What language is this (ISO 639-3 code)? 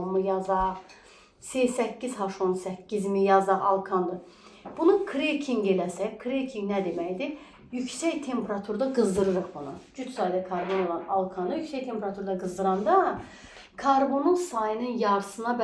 aze